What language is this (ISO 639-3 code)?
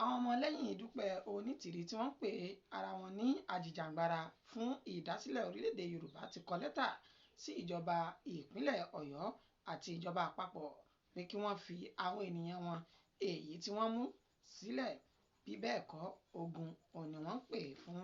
yor